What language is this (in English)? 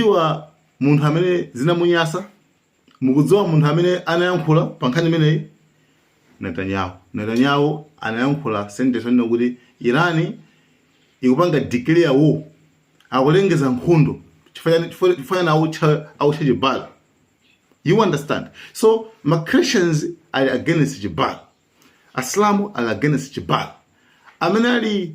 Nyanja